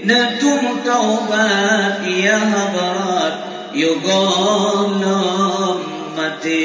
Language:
Achinese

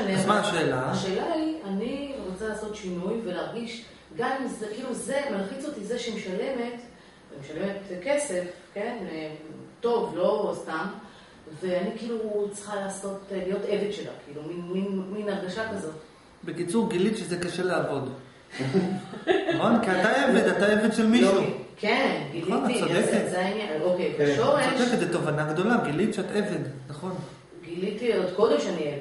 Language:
Hebrew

